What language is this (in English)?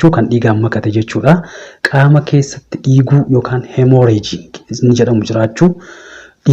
Oromo